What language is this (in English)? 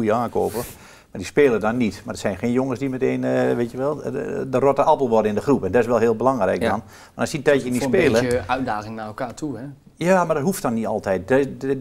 Dutch